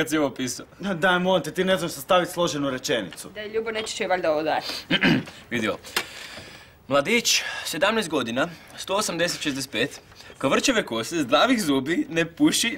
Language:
Croatian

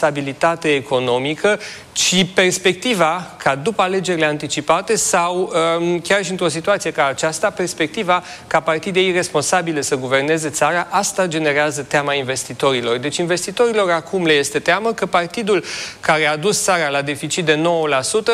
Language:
Romanian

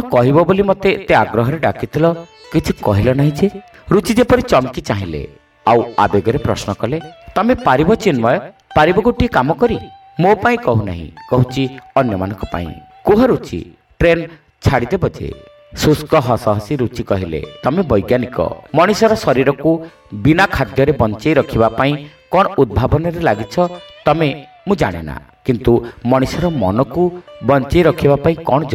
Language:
Odia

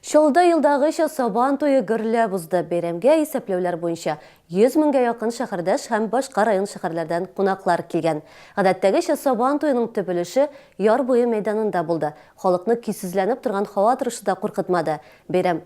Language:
Tatar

